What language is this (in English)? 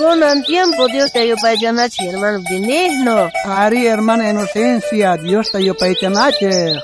South Bolivian Quechua